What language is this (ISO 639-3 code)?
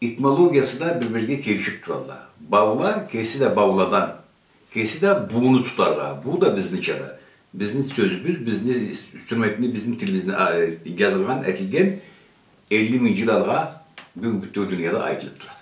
krc